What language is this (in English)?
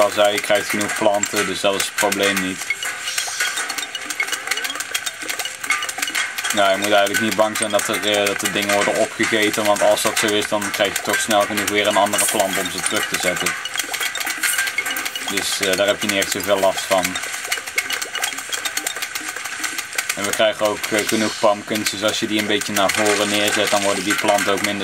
Dutch